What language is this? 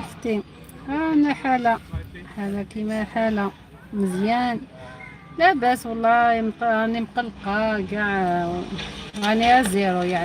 Algerian Arabic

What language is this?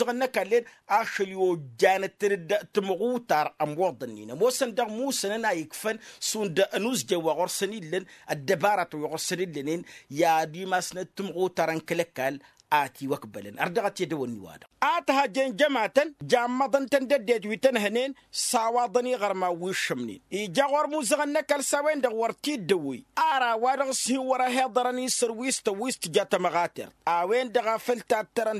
Tamasheq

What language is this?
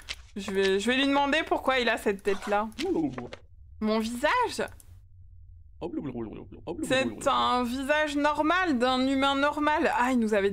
French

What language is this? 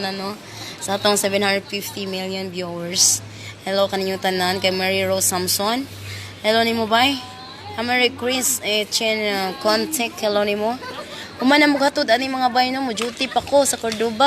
Cebuano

